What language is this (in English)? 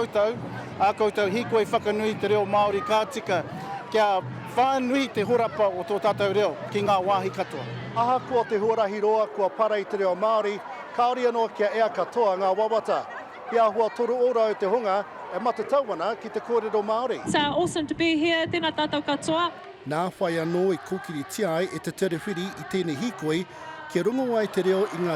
Māori